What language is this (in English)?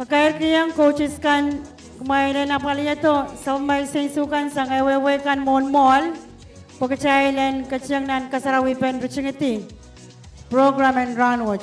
Pohnpeian